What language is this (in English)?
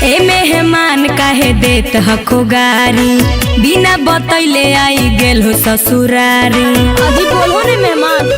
Magahi